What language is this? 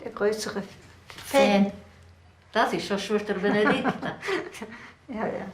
Romansh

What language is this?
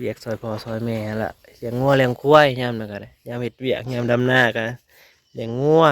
Northeastern Thai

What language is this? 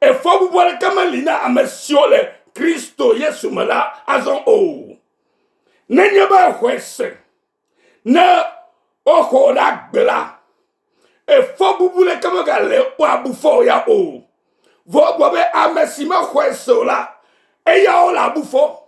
Ewe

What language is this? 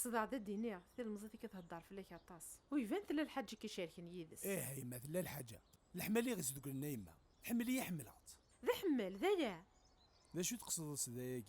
Kabyle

